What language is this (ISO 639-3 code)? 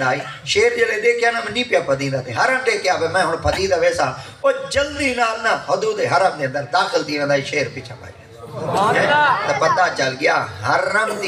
skr